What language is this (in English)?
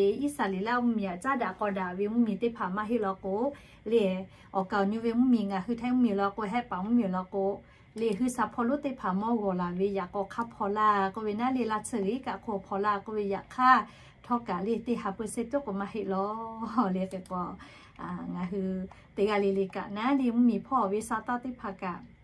Lahu